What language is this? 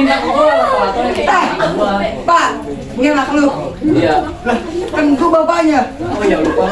Betawi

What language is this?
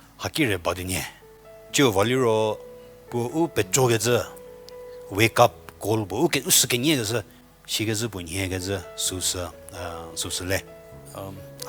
Angami Naga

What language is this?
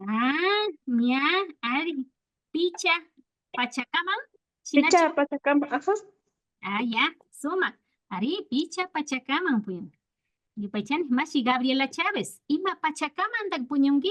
Imbabura Highland Quichua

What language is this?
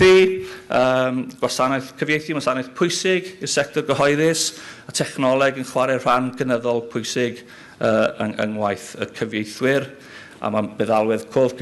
Welsh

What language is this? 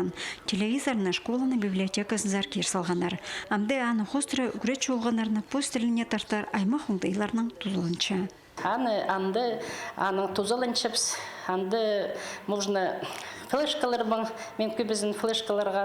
Khakas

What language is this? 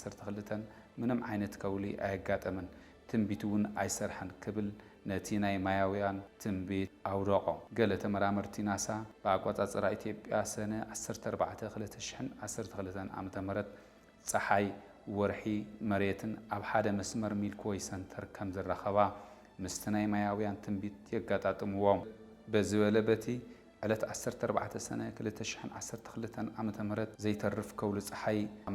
Tigrinya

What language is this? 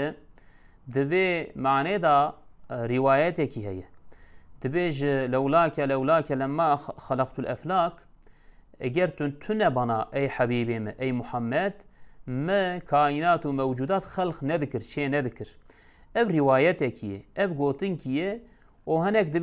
Kurdish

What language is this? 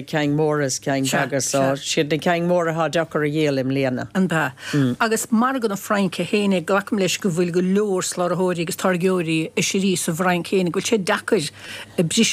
Irish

